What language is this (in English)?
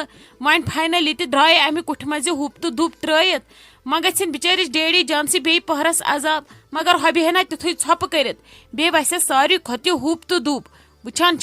Kashmiri